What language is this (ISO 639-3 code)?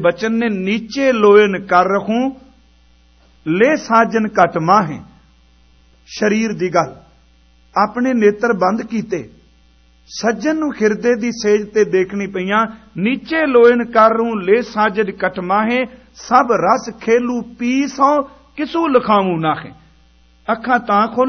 pan